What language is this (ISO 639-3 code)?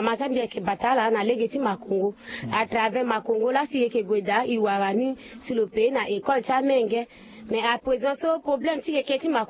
sag